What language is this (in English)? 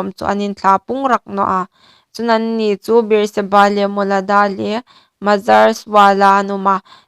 Hmar